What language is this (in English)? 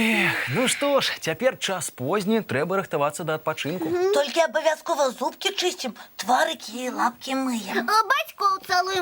Belarusian